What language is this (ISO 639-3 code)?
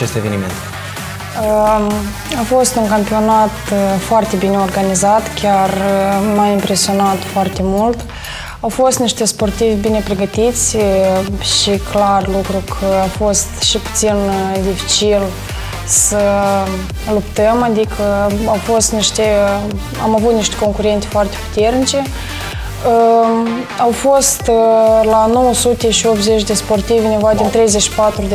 ron